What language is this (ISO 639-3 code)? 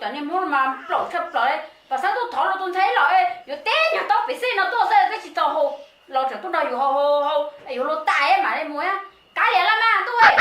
hmn